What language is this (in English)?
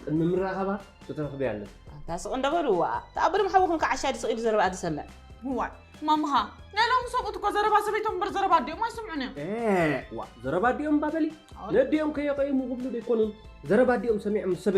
Tigrinya